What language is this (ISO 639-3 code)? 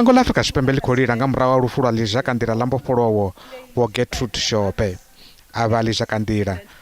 ven